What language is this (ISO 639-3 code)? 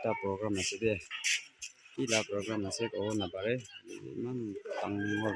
nag